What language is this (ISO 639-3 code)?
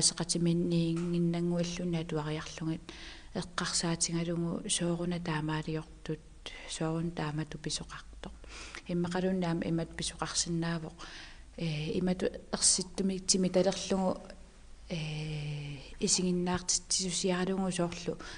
kal